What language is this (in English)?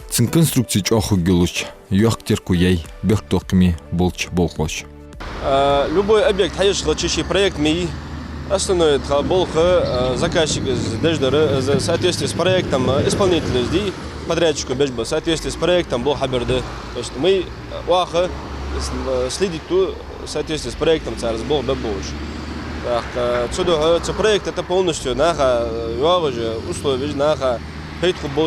Ingush